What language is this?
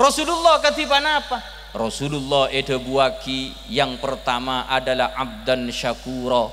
Madurese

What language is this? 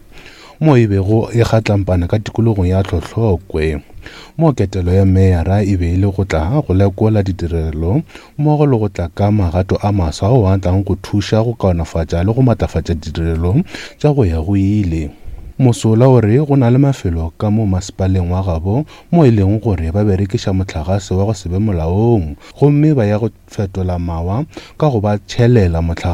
Northern Sotho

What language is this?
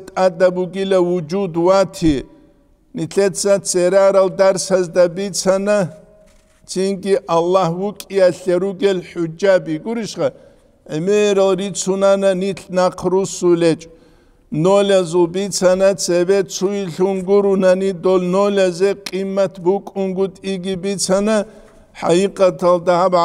Avaric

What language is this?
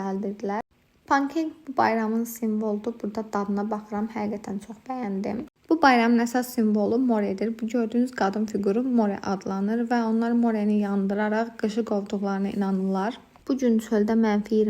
Azerbaijani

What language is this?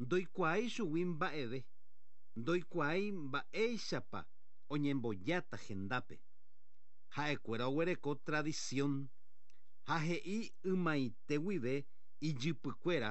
Guarani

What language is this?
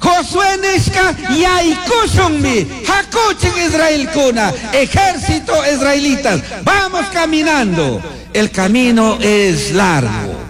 Chimborazo Highland Quichua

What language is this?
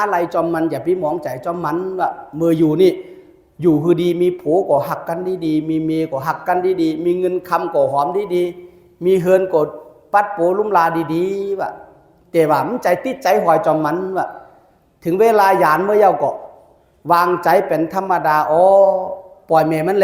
Shan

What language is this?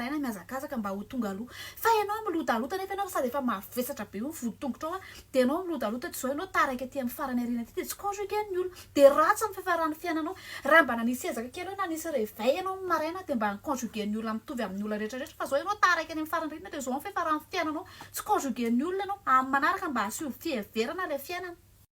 Malagasy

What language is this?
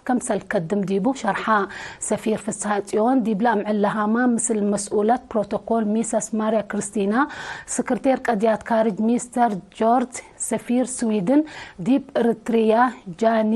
Tigre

